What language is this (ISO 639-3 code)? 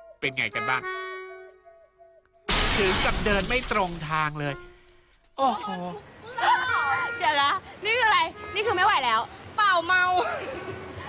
tha